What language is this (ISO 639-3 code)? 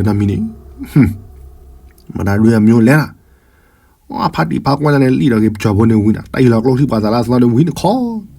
ksw